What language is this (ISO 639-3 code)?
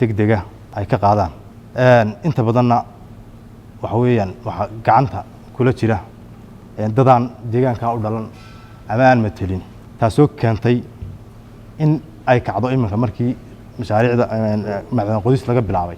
som